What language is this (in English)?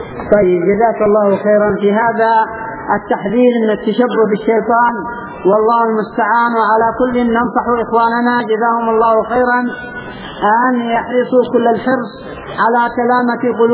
Arabic